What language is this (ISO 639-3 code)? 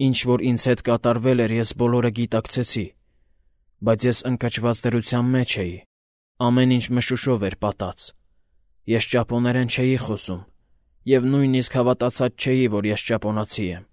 hye